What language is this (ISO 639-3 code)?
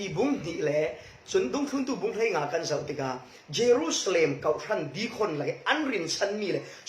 cfm